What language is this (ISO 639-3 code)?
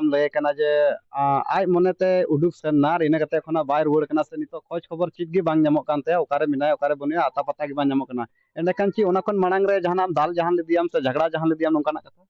sat